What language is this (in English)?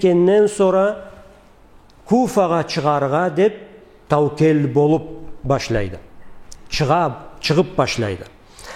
Karachay-Balkar